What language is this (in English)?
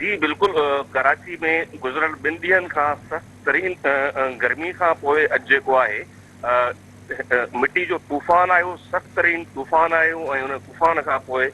Sindhi